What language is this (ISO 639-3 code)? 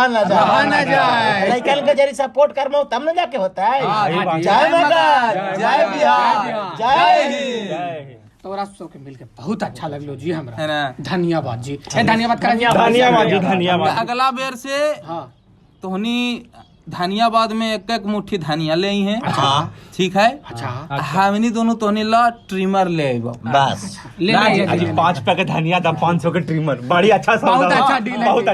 mag